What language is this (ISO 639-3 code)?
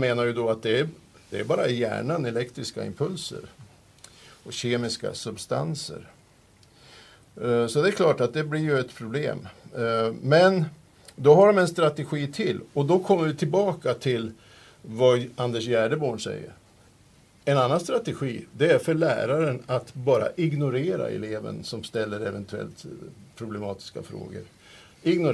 swe